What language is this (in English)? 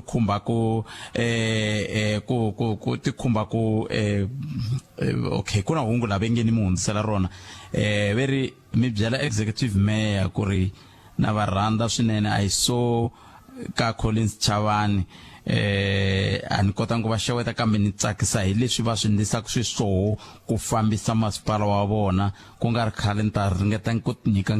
Tsonga